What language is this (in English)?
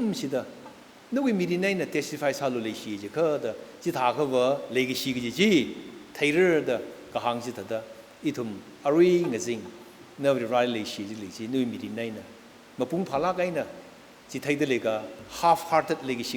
Tangkhul Naga (India)